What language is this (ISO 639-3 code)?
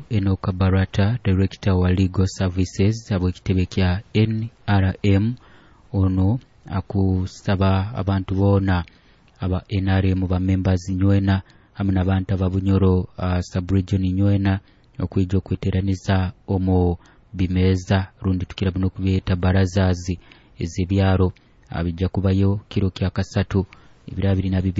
nyo